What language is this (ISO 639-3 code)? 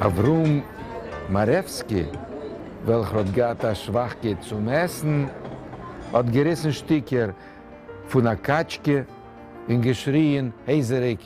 yid